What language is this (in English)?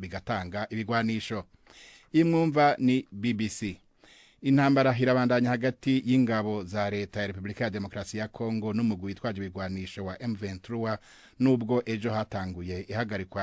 Rundi